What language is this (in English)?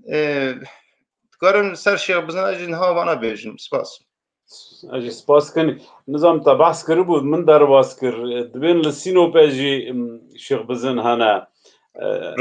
Kurdish